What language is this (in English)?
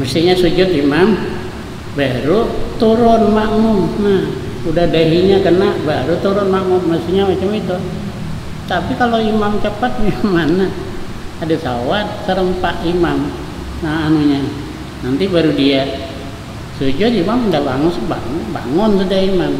Banjar